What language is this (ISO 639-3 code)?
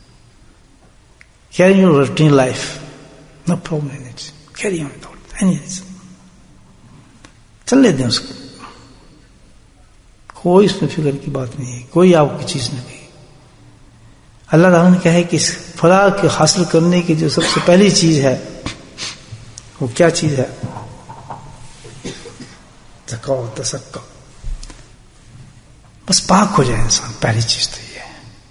urd